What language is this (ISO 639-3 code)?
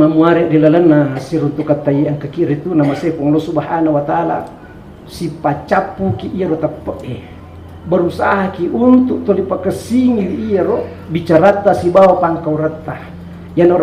bug